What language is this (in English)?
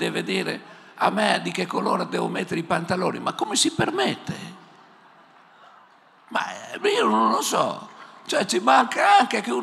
Italian